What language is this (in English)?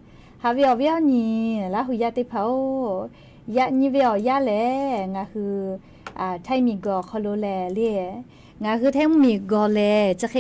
Lahu